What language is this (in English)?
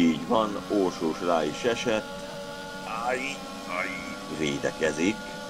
Hungarian